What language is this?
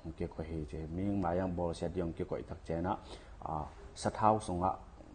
Tedim Chin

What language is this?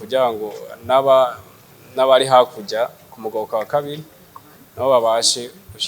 Rundi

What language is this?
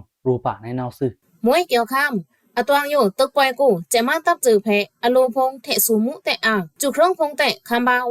Pa'o Karen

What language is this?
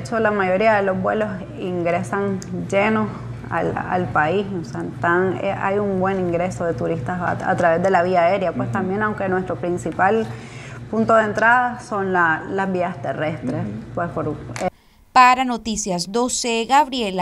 Spanish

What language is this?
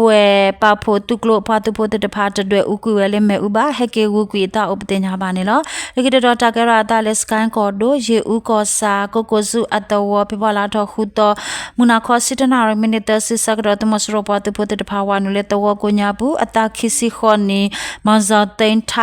S'gaw Karen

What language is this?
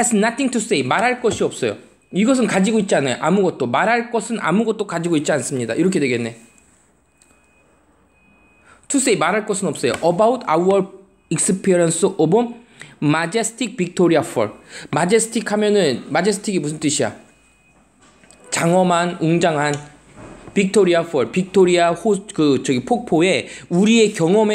Korean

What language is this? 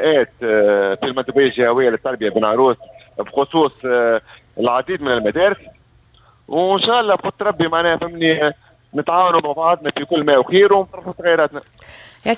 Tunisian Arabic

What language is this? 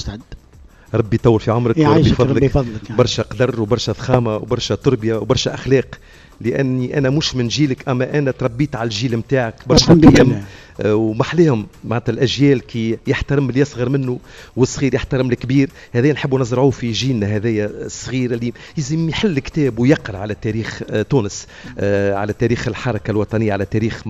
Tunisian Arabic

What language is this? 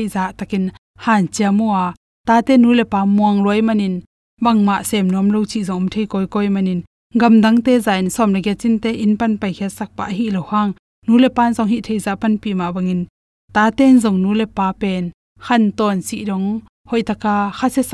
Tedim Chin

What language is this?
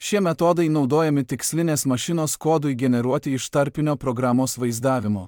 Lithuanian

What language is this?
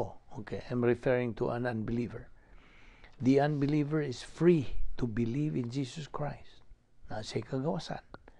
Cebuano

